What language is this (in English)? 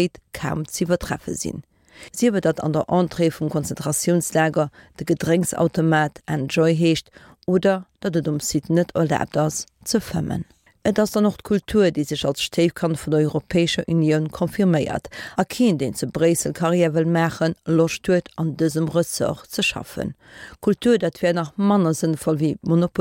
Luxembourgish